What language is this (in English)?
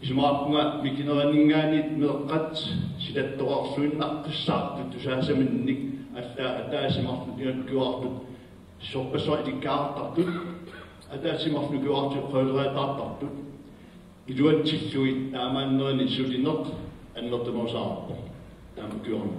Kalaallisut